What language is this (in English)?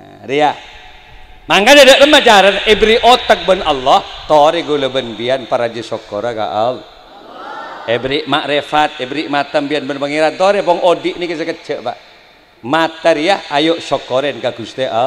Madurese